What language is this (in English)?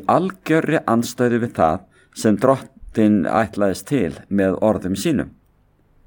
Icelandic